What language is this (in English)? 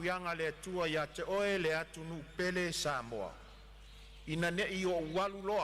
Samoan